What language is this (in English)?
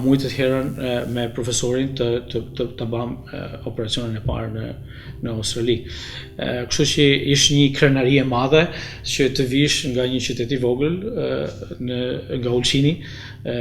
Albanian